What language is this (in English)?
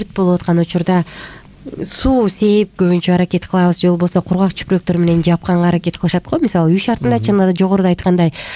Kyrgyz